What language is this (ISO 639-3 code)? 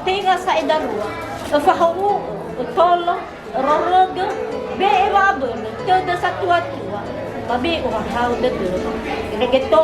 nia